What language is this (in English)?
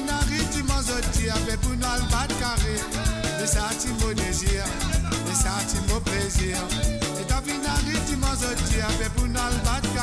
Morisyen